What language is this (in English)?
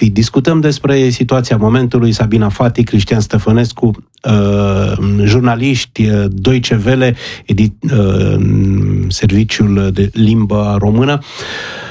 Romanian